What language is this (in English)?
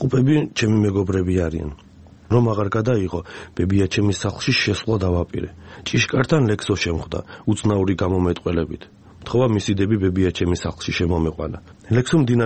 Georgian